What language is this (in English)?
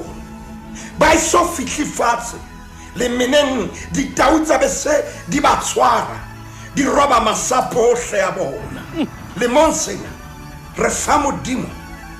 Southern Sotho